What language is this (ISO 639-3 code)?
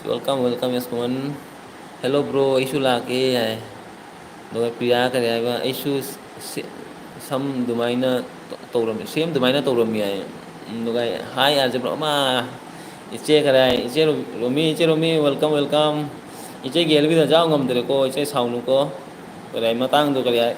mni